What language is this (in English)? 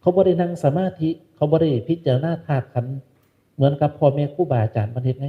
Northeastern Thai